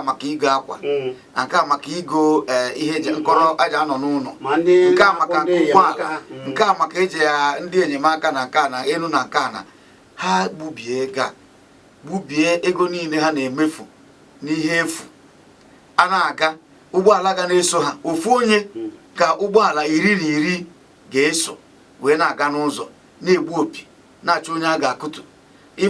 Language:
Igbo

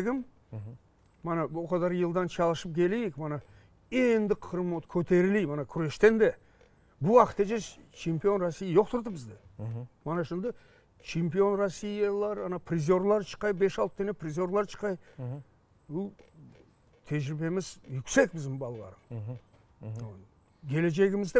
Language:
Crimean Tatar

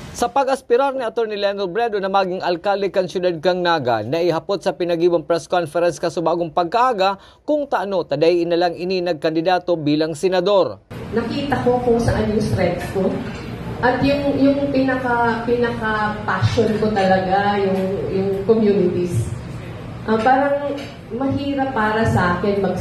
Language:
Bikol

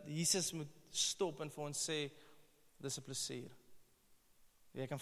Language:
Afrikaans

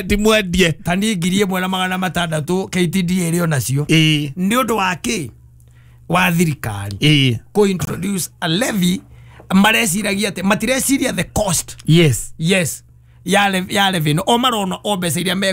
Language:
Kikuyu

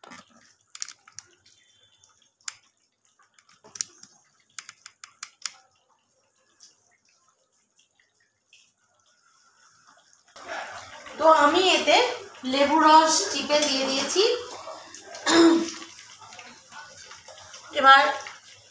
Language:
Bangla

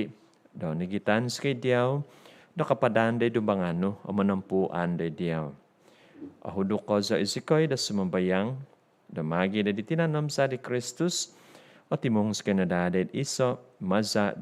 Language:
Central Dusun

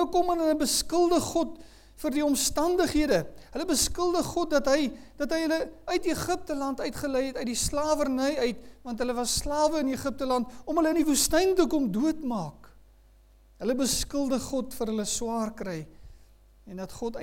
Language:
Afrikaans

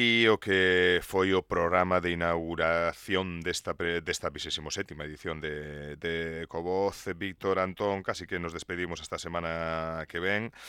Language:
Galician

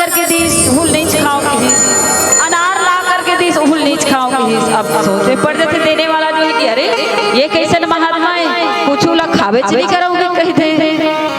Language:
Chhattisgarhi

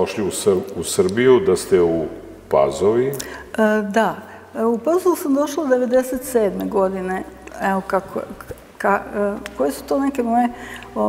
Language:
Serbian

